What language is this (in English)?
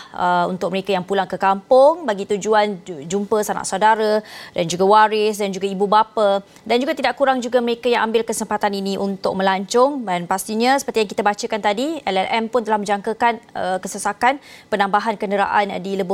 Malay